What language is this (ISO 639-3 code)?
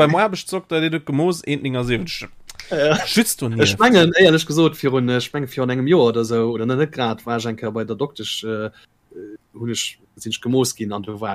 ltz